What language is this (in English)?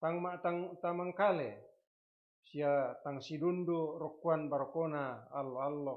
Toraja-Sa'dan